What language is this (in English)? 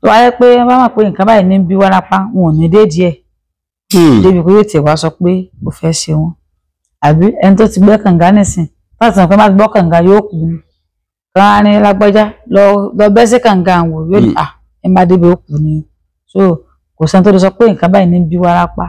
Yoruba